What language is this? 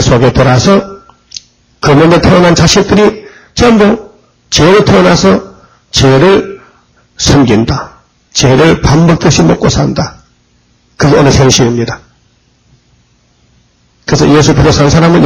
Korean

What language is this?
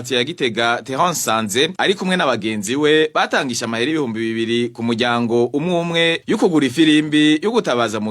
Rundi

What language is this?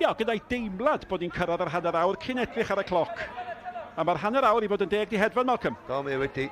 Welsh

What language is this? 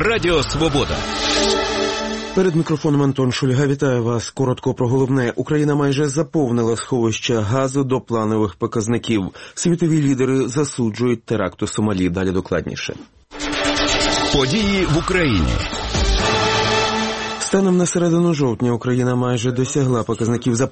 Ukrainian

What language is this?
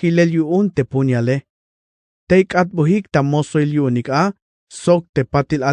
Tzeltal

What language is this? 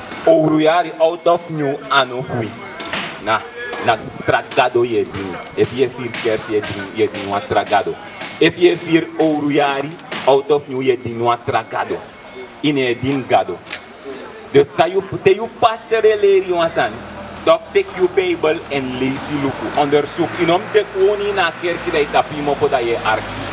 Sranan Tongo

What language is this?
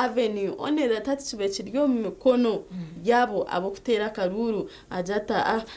Nyankole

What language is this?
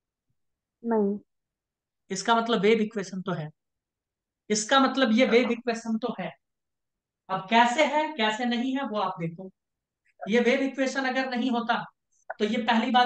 Hindi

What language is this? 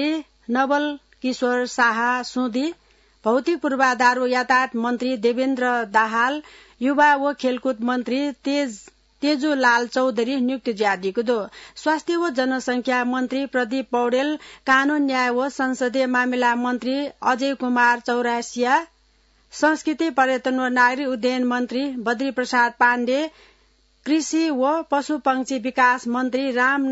Newari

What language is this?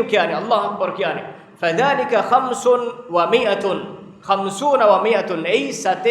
Divehi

